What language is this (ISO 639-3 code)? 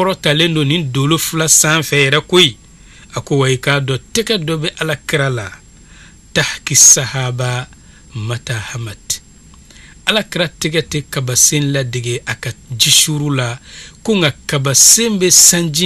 bam